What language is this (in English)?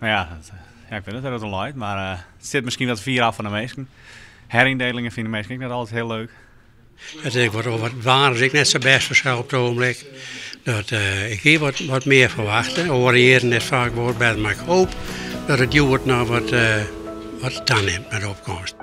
Western Frisian